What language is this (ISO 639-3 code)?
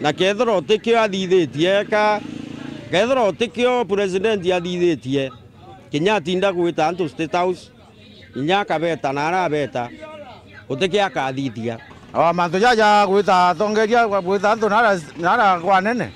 mer